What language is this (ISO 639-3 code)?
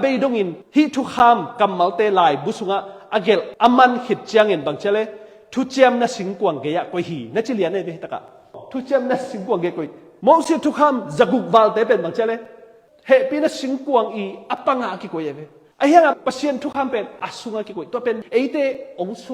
ctd